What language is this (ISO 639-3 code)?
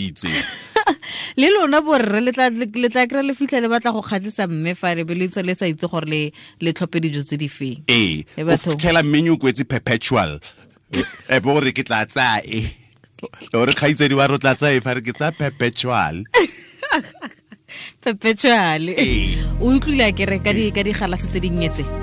tsn